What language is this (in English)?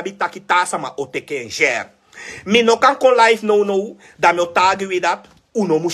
Sranan Tongo